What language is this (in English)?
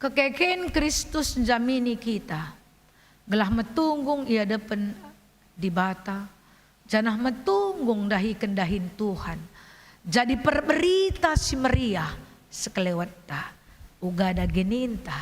Batak Karo